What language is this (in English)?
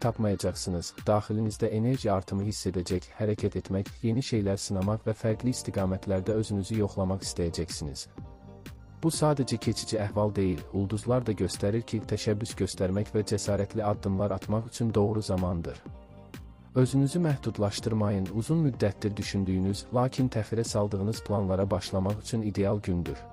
Azerbaijani